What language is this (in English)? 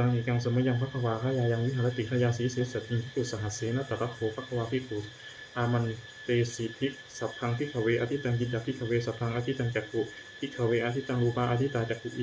Pali